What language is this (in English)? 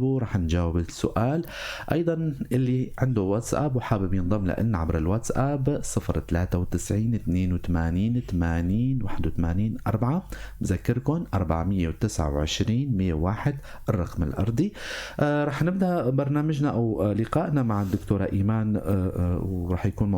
North Levantine Arabic